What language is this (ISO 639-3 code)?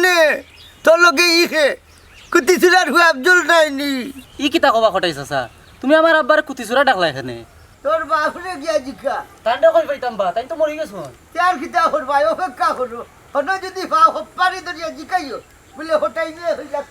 syl